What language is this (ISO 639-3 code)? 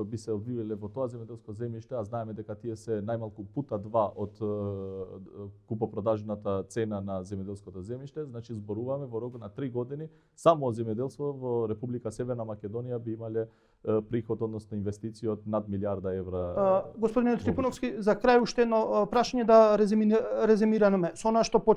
mkd